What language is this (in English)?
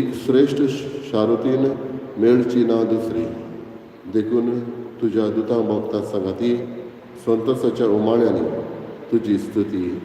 Konkani